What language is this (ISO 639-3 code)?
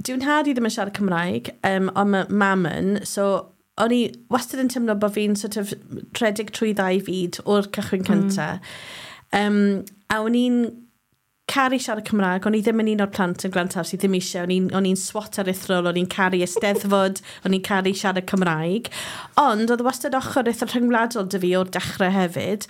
cym